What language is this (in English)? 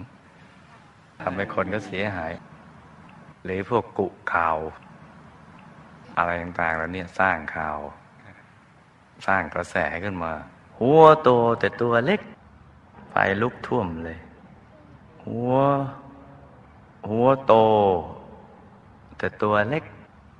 Thai